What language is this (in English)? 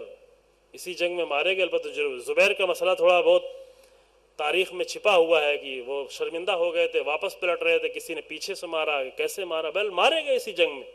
Urdu